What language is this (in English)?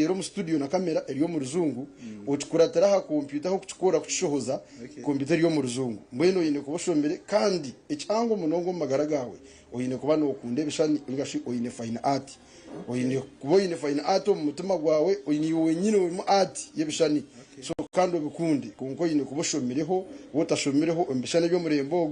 Nyankole